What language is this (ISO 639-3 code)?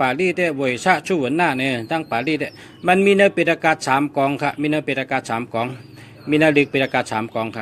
shn